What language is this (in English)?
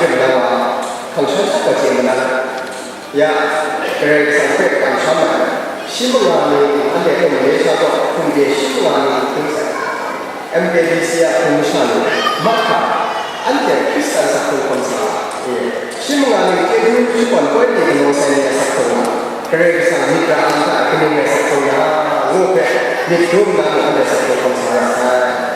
Kachin